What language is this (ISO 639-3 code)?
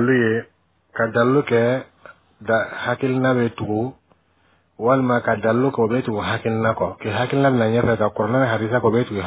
bam